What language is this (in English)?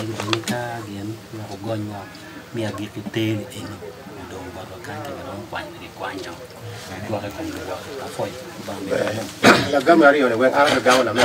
Acoli